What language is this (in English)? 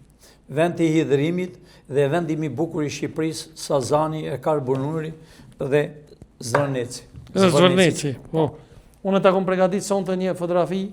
Albanian